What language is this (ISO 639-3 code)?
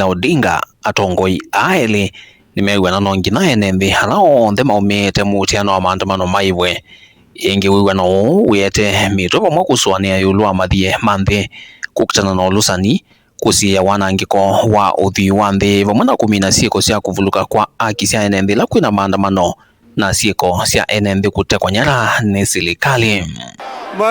kam